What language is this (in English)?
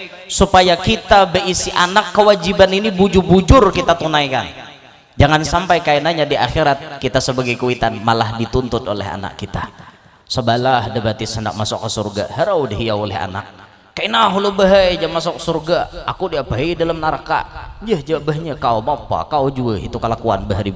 Banjar